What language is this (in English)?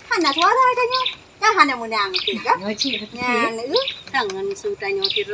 Achinese